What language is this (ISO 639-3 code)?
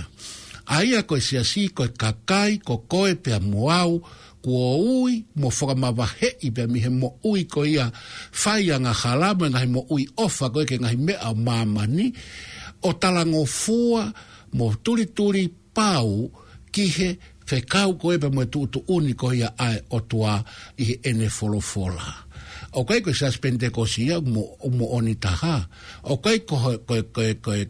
ton